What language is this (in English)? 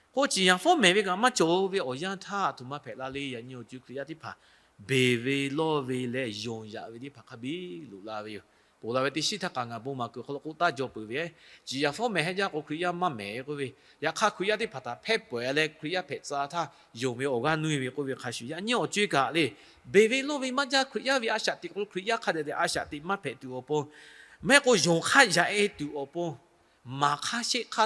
Lahu